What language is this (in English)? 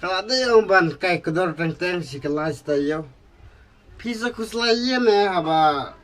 Khasi